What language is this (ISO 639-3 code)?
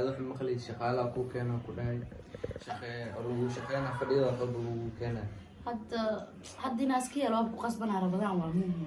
som